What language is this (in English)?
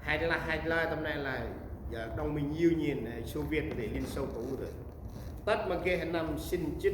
Central Mnong